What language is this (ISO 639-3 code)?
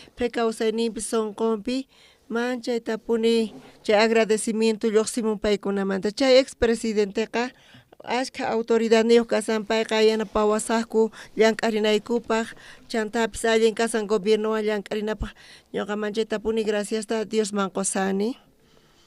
quh